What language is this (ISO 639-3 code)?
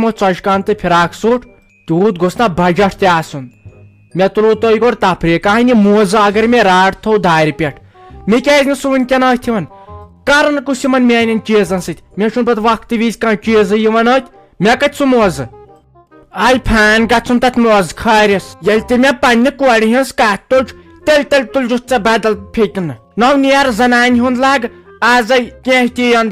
kas